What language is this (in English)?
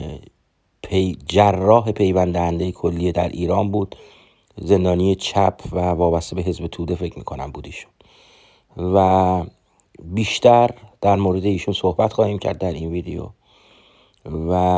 Persian